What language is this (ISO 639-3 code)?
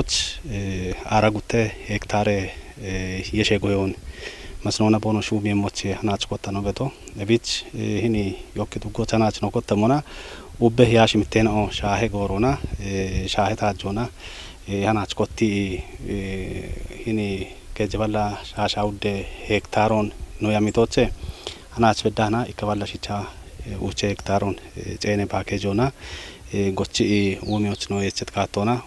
kbr